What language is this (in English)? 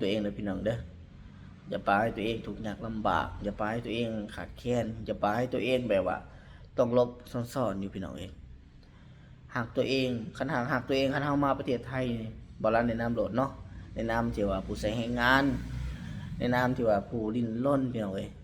Lao